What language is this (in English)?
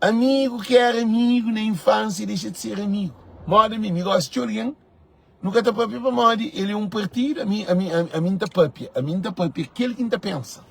Kabuverdianu